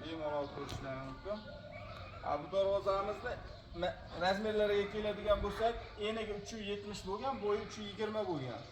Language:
Uzbek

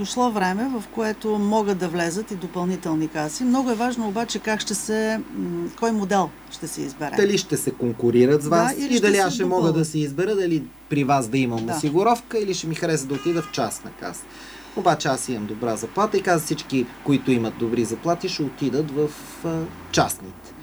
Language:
Bulgarian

